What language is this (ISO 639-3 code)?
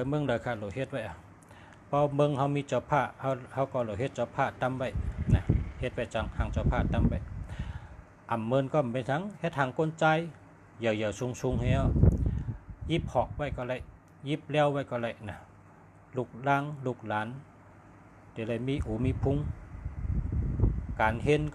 shn